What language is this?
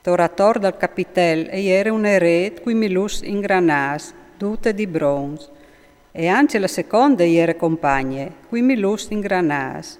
Friulian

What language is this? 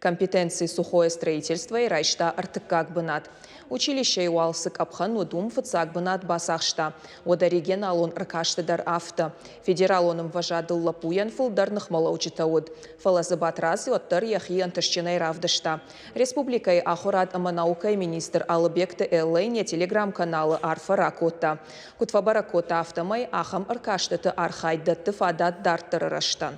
Ossetic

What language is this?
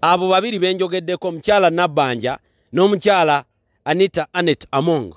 Ganda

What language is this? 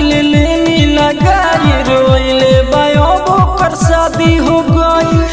Bhojpuri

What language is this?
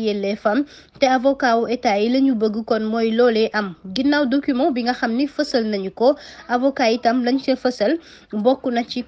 Wolof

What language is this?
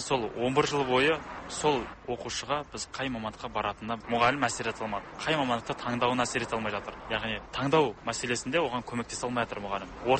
Kazakh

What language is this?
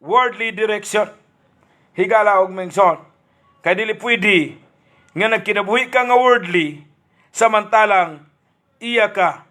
Cebuano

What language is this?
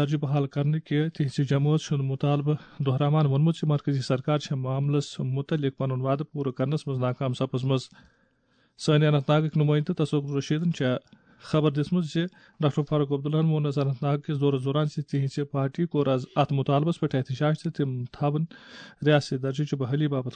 Kashmiri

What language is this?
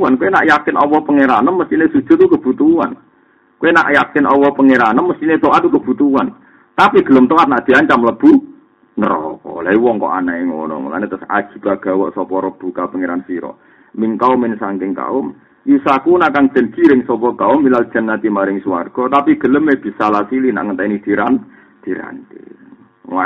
Javanese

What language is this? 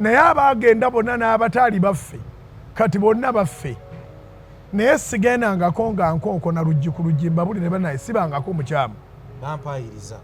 Ganda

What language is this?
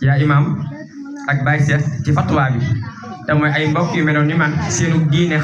Wolof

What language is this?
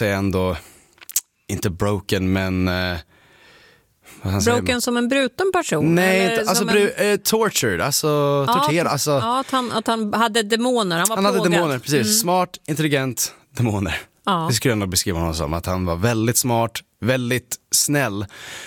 Swedish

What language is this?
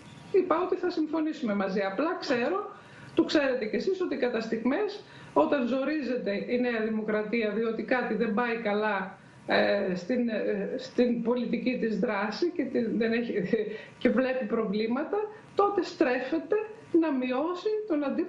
Greek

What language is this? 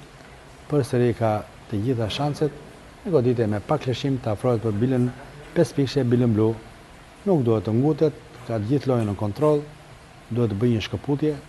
Albanian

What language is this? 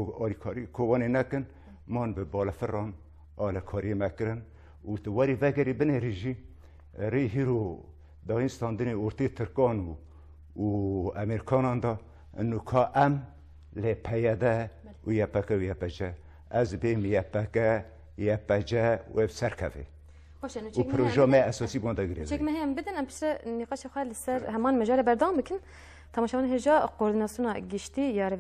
Kurdish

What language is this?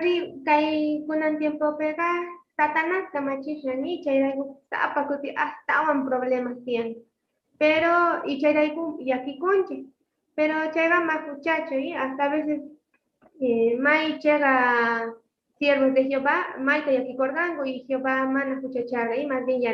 South Bolivian Quechua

